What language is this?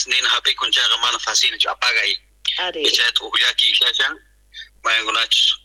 South Bolivian Quechua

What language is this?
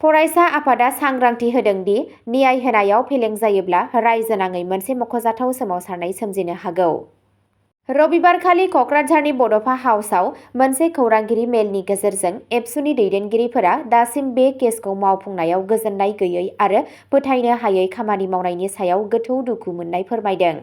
Bodo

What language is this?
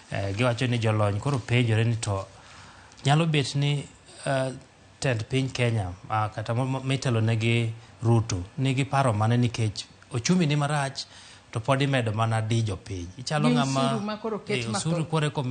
Luo (Kenya and Tanzania)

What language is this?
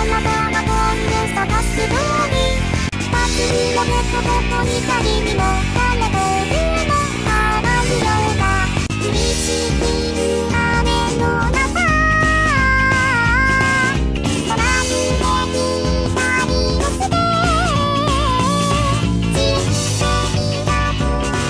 Japanese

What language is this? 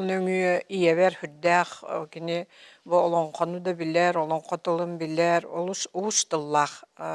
Yakut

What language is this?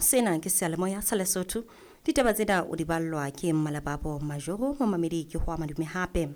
Southern Sotho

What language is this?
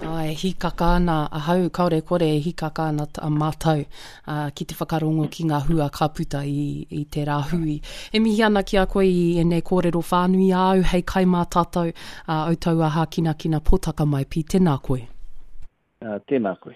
Māori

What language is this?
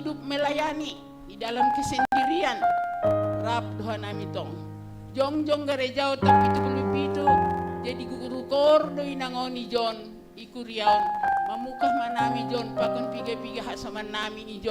Batak Simalungun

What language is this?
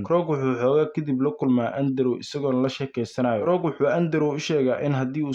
Somali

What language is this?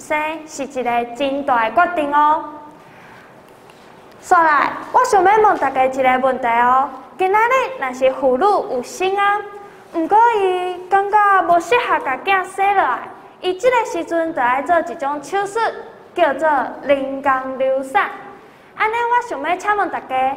Min Nan Chinese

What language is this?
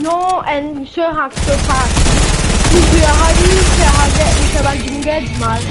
Morisyen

